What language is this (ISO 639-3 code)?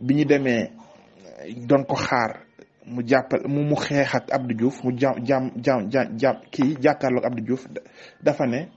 wol